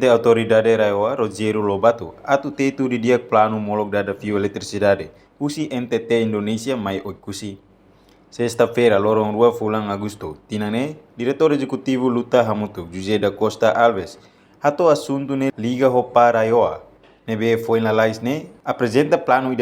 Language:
Tetum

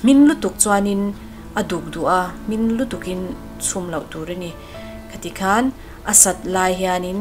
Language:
Mizo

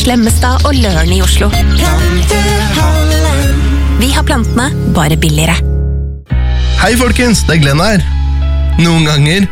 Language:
Norwegian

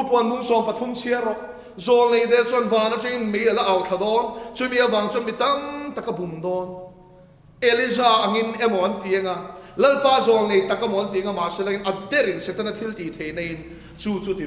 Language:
Mizo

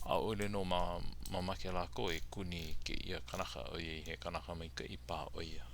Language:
Hawaiian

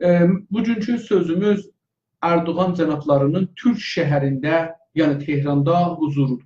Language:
South Azerbaijani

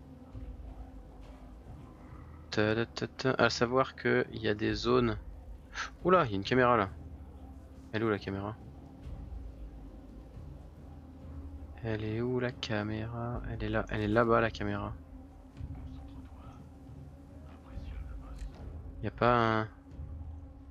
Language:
French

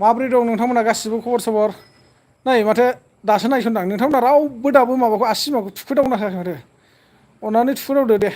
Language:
Bodo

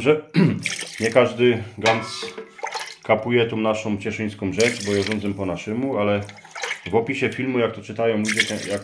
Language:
Silesian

